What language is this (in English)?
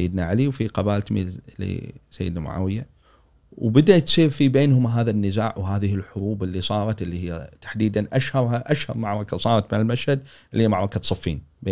Gulf Arabic